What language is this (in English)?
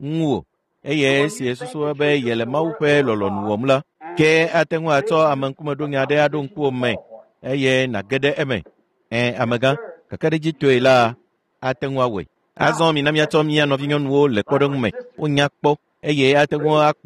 Ewe